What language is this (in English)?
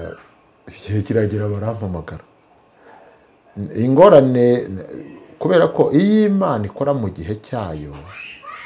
Kinyarwanda